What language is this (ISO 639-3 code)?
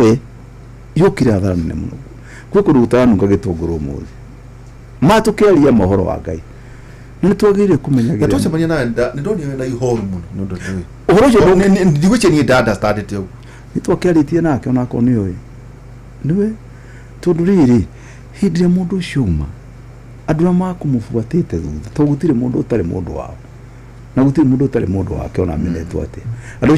kik